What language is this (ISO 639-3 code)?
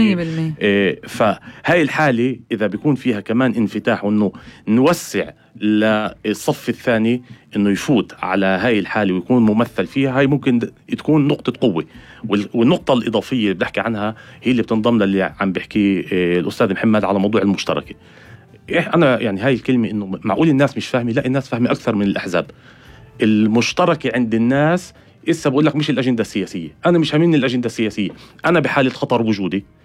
apc